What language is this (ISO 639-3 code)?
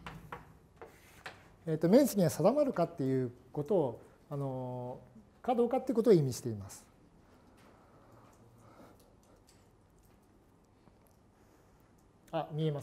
jpn